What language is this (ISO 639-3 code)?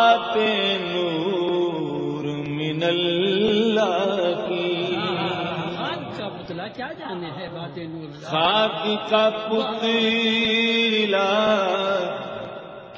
urd